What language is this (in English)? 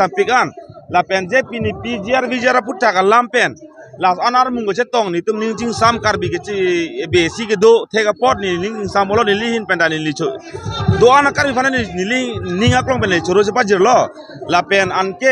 Karbi